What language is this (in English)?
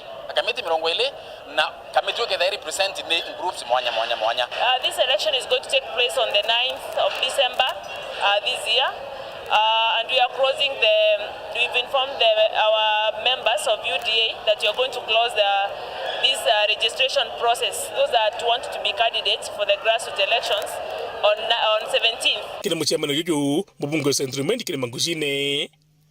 Meru